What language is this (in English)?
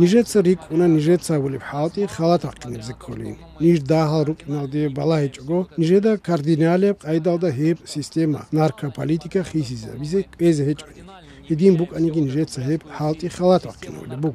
Avaric